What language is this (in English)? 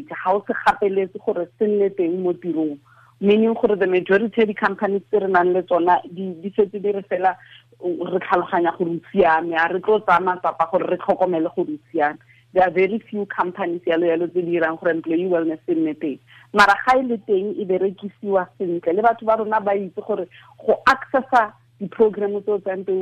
Tswana